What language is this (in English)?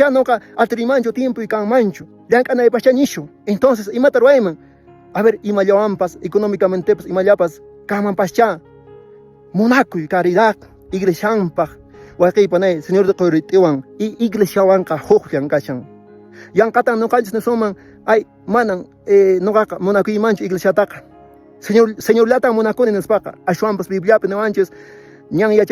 Quechua